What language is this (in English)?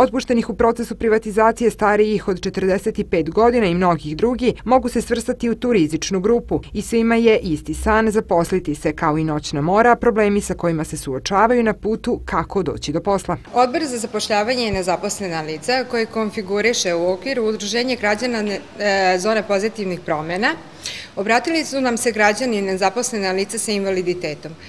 Serbian